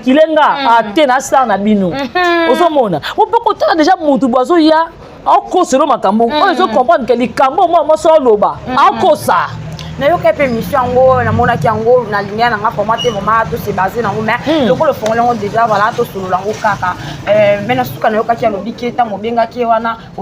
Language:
Lingala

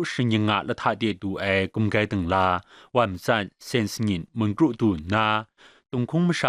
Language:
Kachin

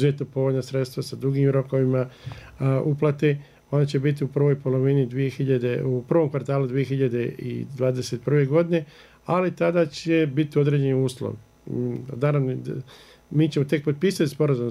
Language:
Bosnian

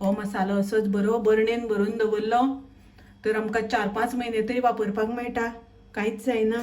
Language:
Konkani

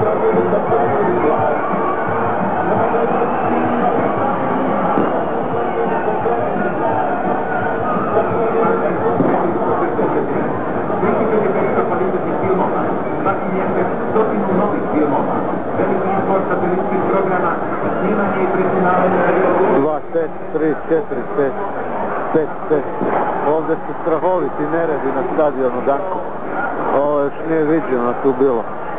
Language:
Croatian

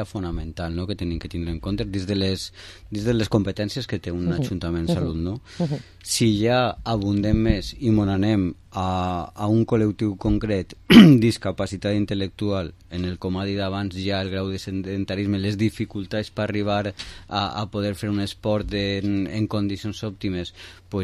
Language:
Catalan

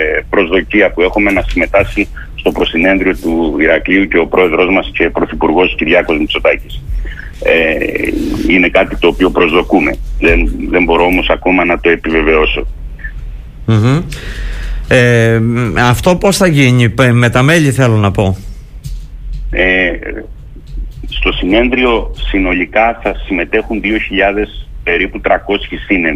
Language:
Greek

